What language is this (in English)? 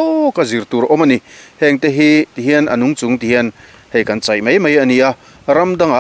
Mizo